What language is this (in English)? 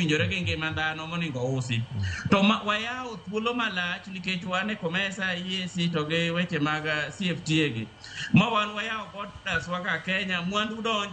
Luo (Kenya and Tanzania)